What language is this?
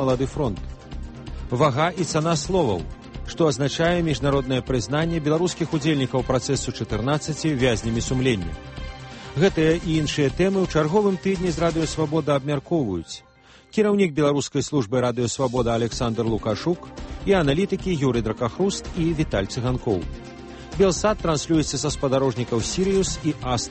Belarusian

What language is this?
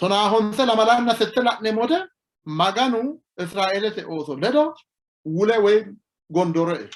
Sidamo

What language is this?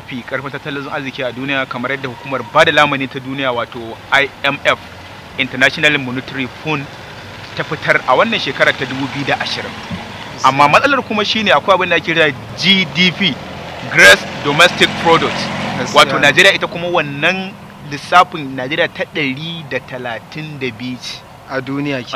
Hausa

